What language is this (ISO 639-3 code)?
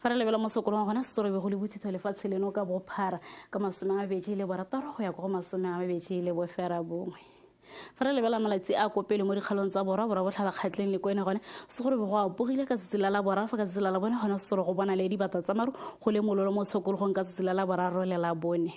tsn